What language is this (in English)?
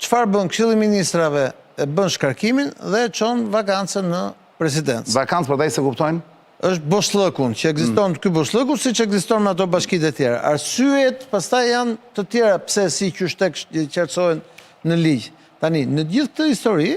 Albanian